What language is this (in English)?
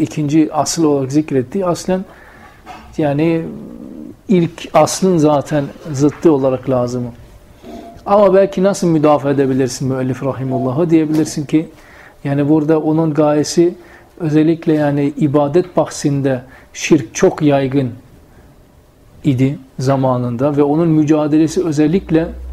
Turkish